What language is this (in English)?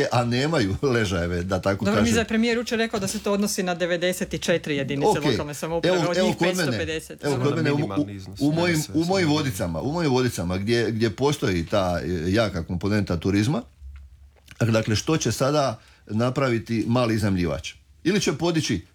Croatian